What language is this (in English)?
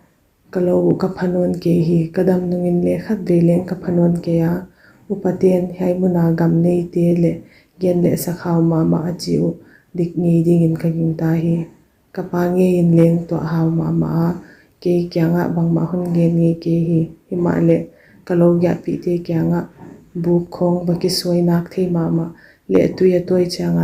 Paite Chin